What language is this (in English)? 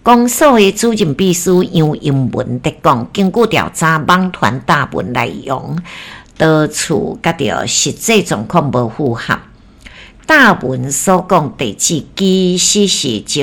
Min Nan Chinese